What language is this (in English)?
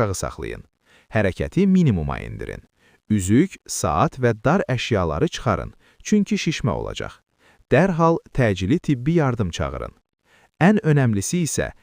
Azerbaijani